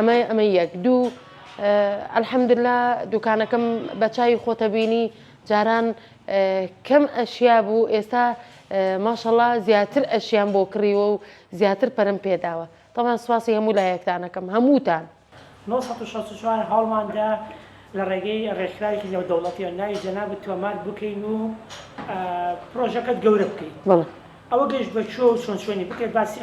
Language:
Central Kurdish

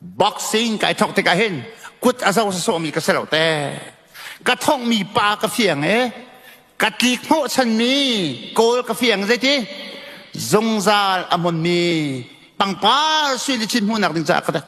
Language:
Hakha Chin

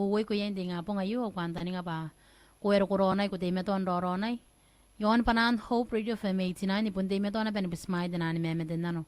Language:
Gilbertese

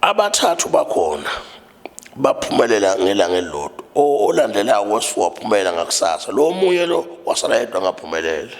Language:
Zulu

